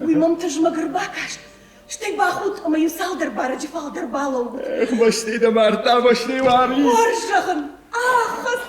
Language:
Ossetic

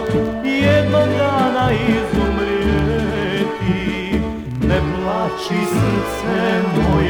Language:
Croatian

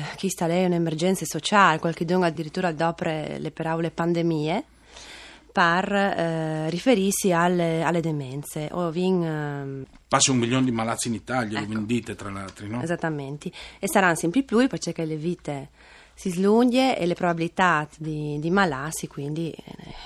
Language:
Friulian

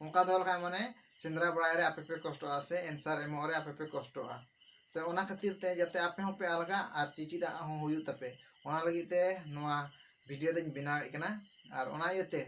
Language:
Santali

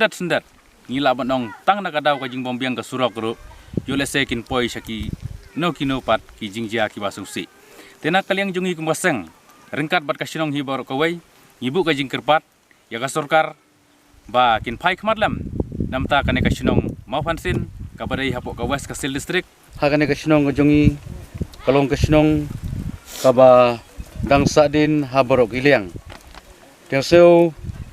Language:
Khasi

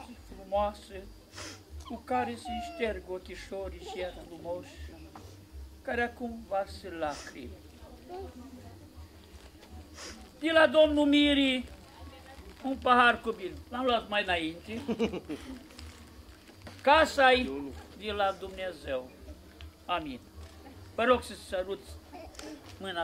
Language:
Romanian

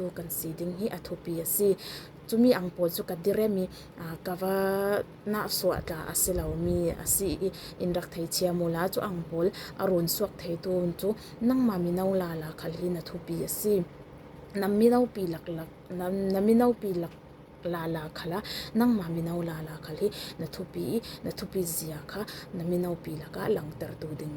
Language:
Falam Chin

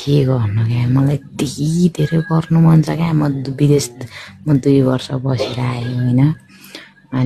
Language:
Nepali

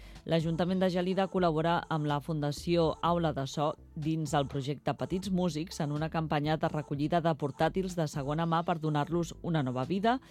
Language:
Catalan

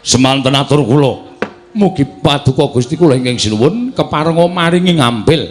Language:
Javanese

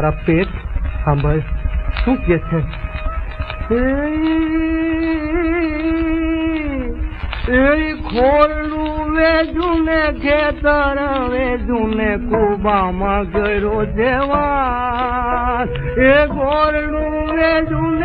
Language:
Gujarati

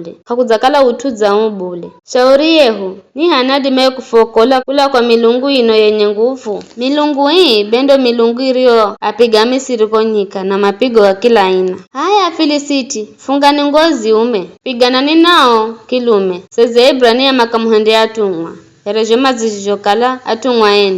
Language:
Giryama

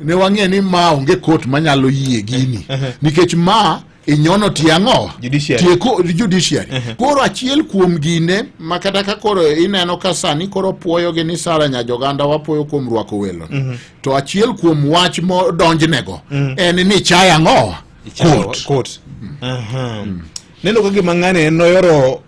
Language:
Luo (Kenya and Tanzania)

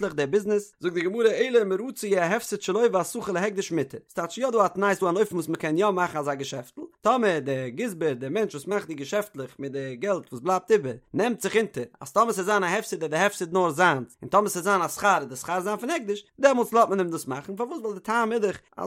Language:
Yiddish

